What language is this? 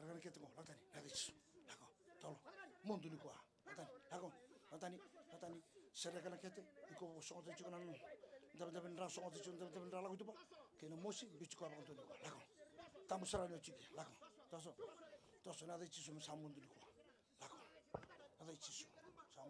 Fijian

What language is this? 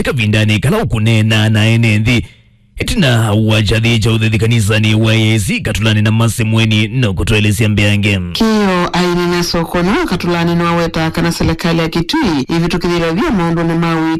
Kamba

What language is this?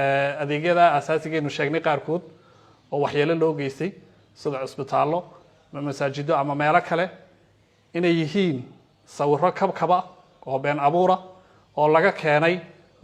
Somali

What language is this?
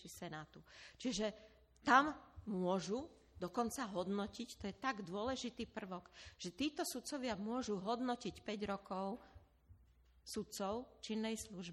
Slovak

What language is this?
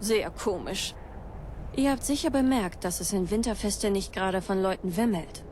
Bavarian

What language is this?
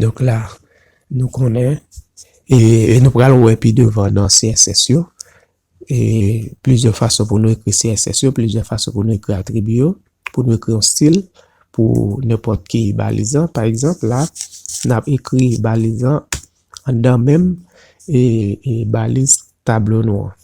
Haitian Creole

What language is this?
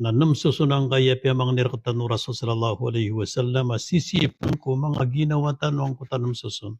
Maranao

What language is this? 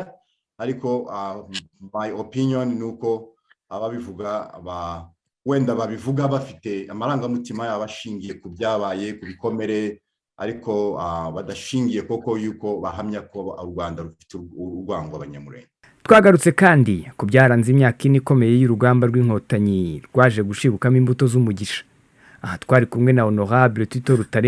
Kinyarwanda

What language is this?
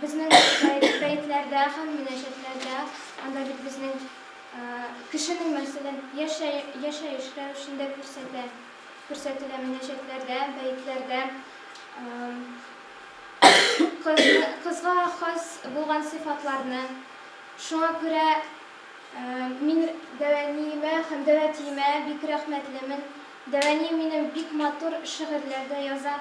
Tatar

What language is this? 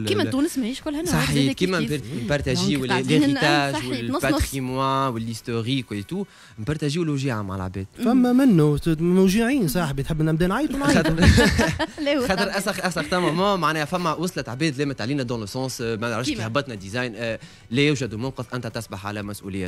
Tunisian Arabic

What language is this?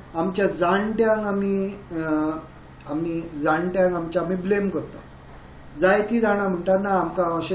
Konkani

